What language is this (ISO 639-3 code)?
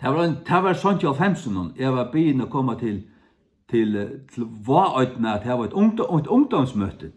fao